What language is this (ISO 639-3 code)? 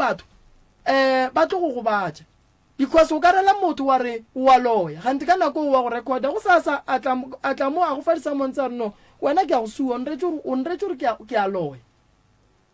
nso